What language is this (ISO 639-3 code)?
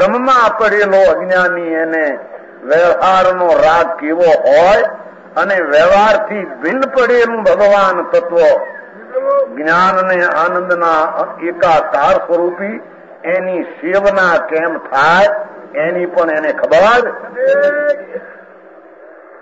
guj